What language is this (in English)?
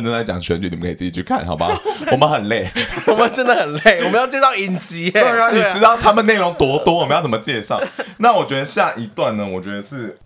Chinese